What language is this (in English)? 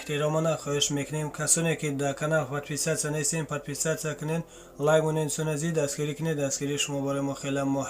Tajik